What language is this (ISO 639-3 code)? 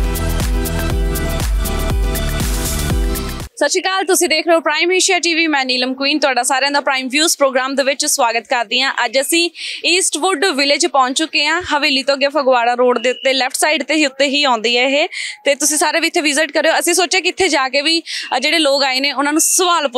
pan